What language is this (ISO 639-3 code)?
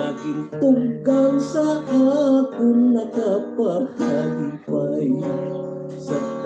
hil